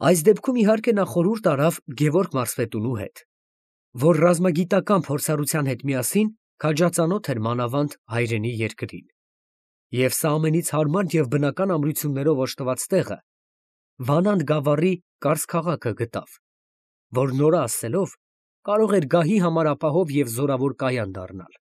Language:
Armenian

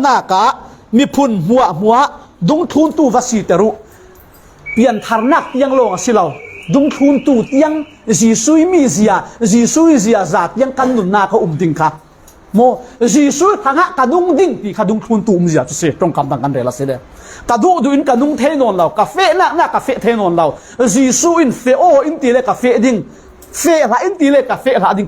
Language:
Falam Chin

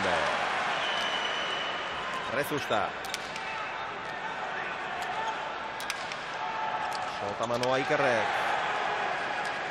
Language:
Basque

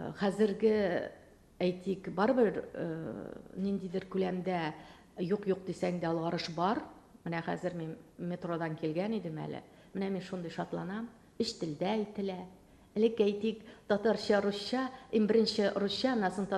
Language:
Tatar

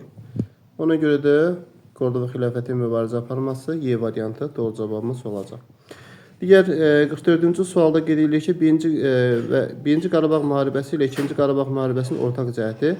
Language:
Azerbaijani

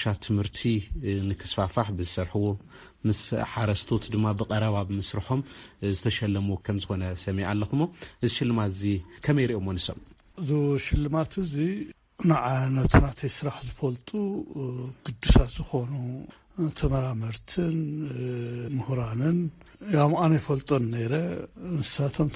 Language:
Tigrinya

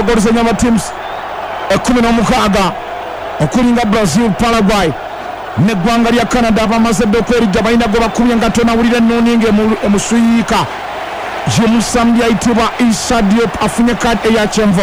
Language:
Ganda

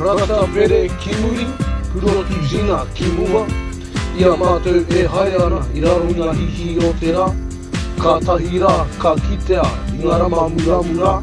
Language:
Māori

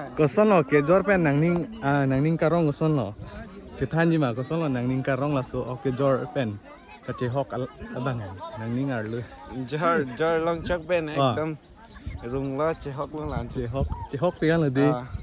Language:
Karbi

